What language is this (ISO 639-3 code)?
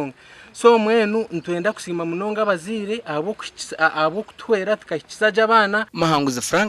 nyn